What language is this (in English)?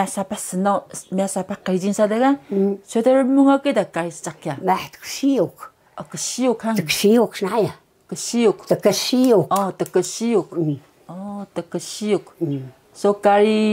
Taroko